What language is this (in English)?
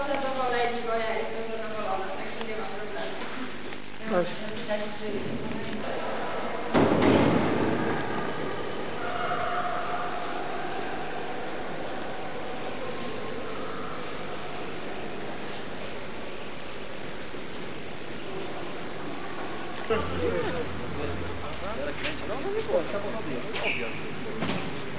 Polish